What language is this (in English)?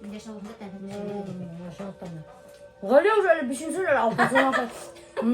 Bashkir